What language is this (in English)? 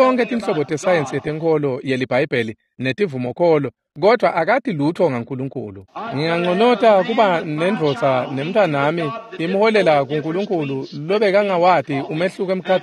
Swati